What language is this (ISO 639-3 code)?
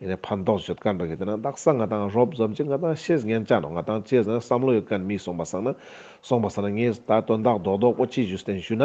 lbj